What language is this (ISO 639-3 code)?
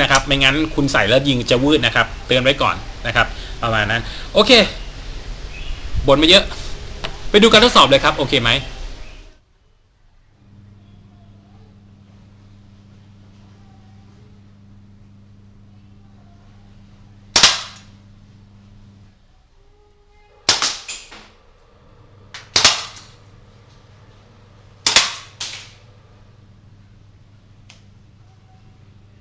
tha